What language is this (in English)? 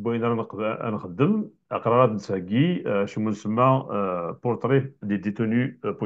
Kabyle